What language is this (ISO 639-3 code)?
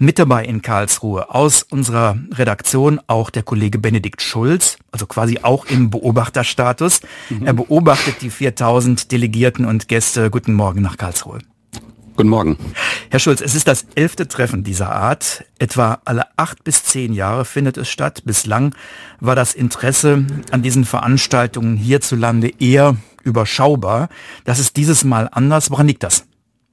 deu